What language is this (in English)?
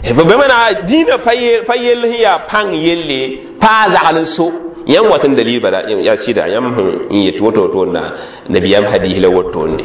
Mossi